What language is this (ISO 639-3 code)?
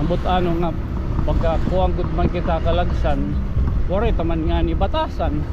war